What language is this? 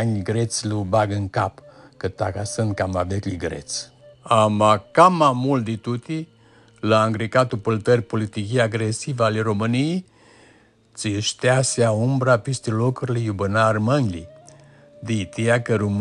Aromanian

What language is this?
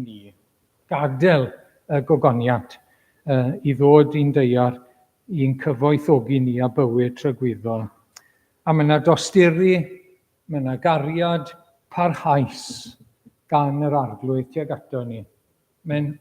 Welsh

